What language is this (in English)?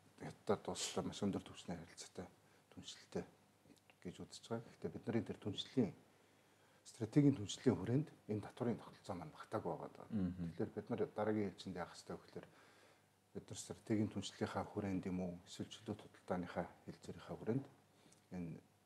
Mongolian